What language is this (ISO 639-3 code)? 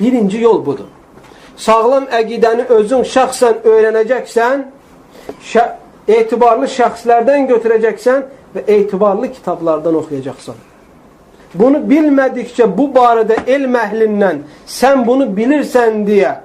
aze